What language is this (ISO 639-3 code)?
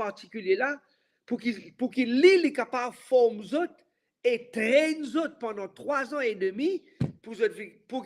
mfe